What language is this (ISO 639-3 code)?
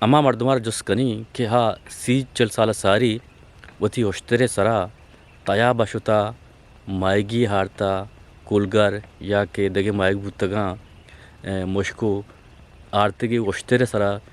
bgp